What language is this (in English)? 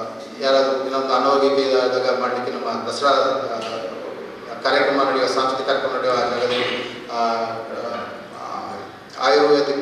Kannada